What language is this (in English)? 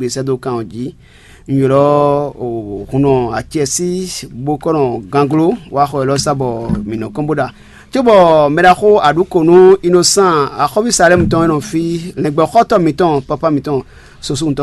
Fon